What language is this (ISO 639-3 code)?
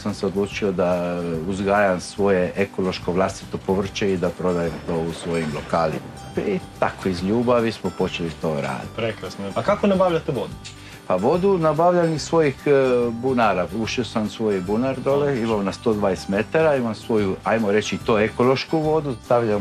hrv